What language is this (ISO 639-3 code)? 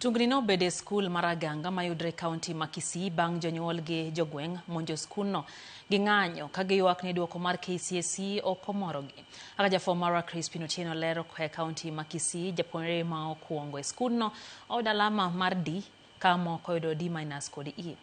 luo